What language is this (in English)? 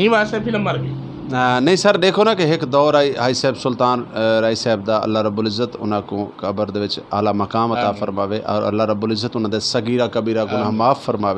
Saraiki